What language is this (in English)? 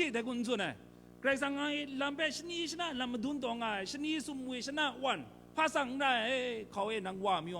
Kachin